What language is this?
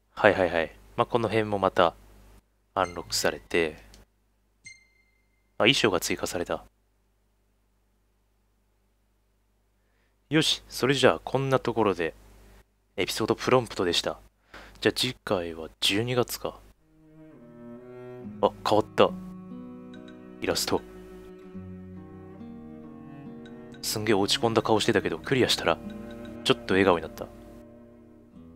Japanese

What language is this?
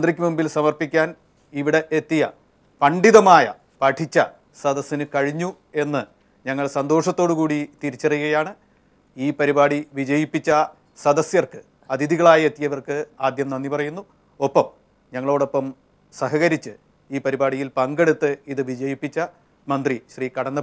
Malayalam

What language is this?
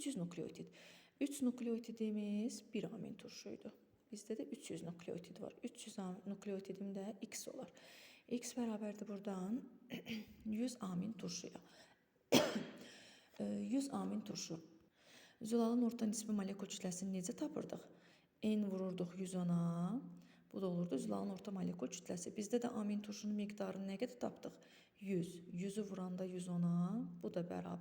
Azerbaijani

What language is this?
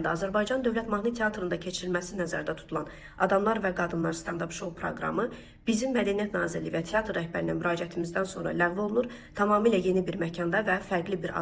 Azerbaijani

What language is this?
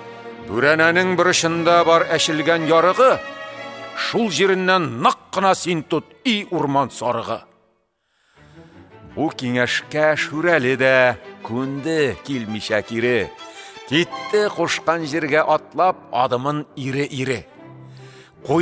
Tatar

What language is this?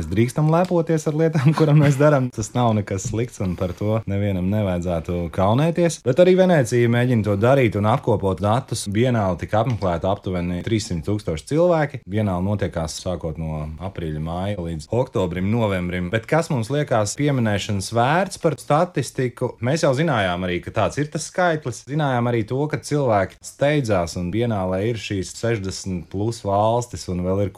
Latvian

